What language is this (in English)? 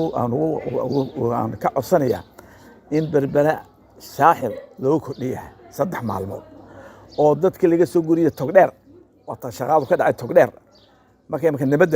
Somali